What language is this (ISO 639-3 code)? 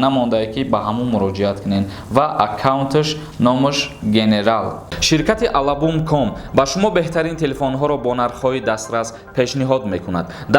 tgk